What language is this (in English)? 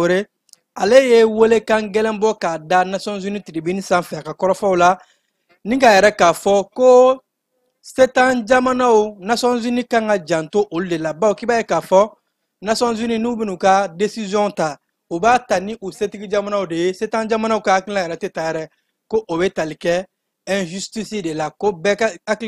Bambara